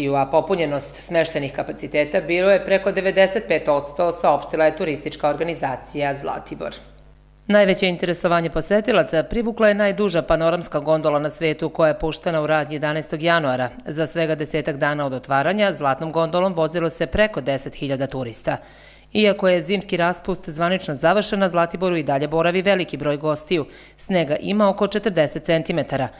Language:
Serbian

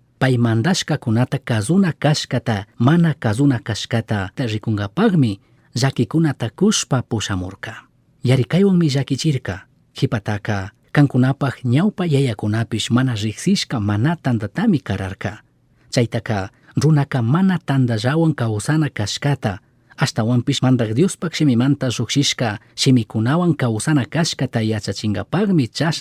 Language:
Chimborazo Highland Quichua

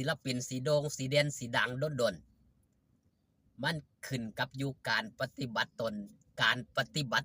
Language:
Northeastern Thai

